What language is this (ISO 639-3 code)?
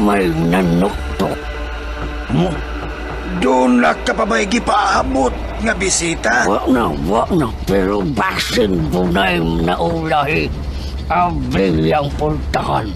ceb